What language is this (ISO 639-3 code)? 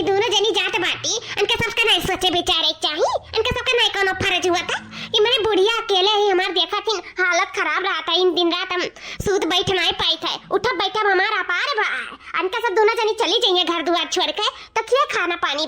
awa